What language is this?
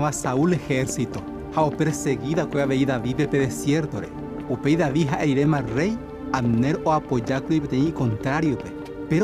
Guarani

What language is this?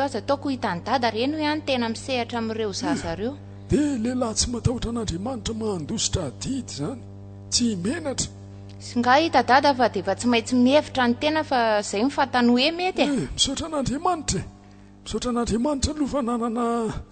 Malagasy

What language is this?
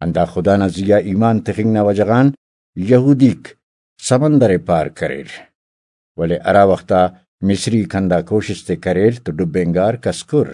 Brahui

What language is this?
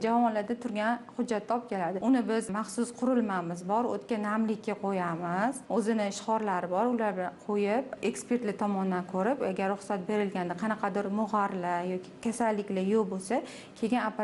Uzbek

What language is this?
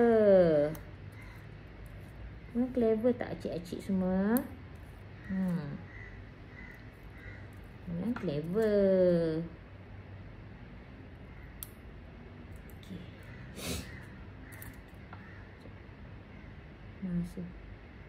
Malay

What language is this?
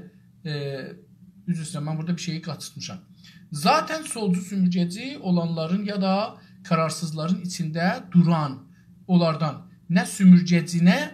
South Azerbaijani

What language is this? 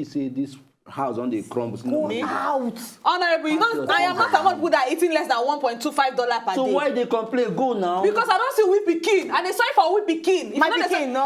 Nigerian Pidgin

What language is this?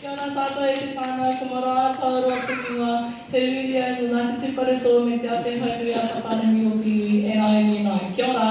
Māori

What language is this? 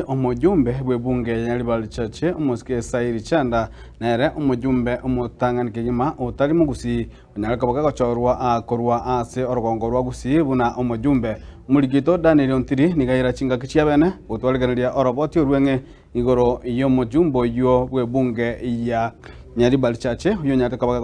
Gusii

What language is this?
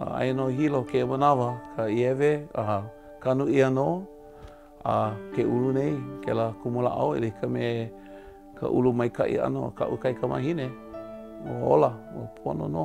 Hawaiian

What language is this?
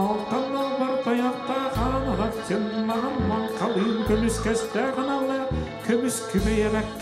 Yakut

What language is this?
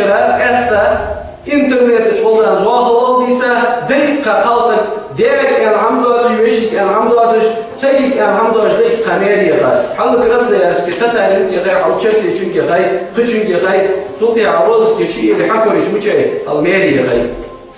Ingush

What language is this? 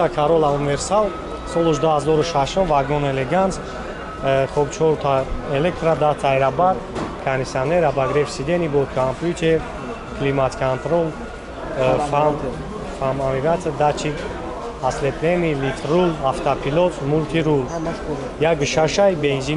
Tajik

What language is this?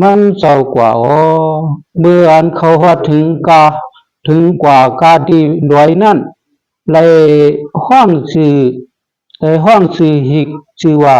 Shan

